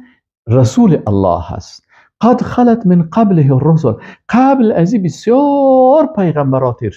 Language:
Persian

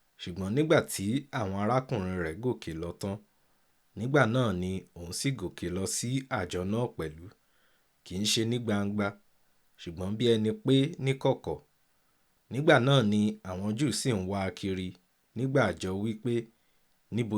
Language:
Yoruba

